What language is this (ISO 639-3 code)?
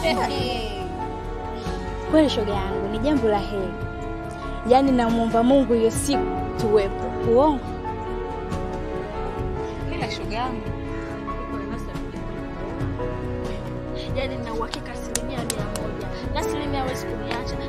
swa